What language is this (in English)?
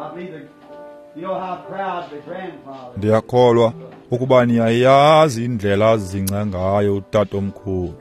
Xhosa